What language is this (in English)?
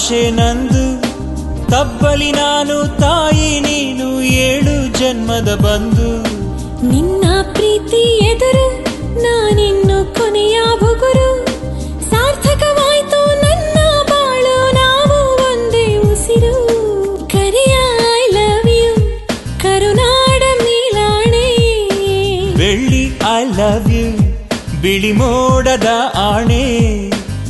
Kannada